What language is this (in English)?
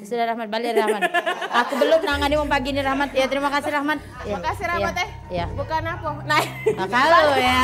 Musi